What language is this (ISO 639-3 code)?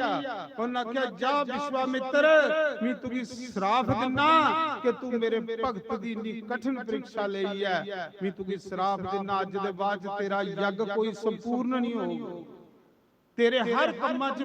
doi